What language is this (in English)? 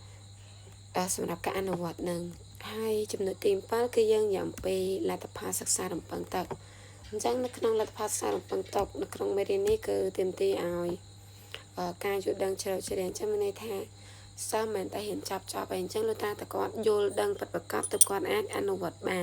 Khmer